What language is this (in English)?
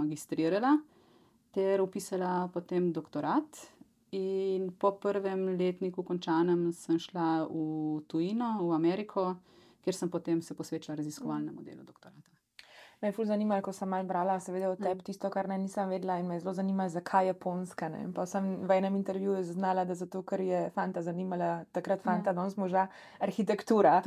Slovenian